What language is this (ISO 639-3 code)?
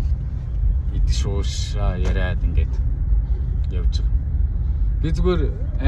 mon